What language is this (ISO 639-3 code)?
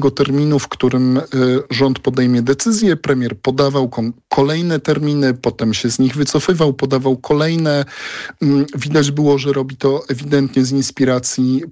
pol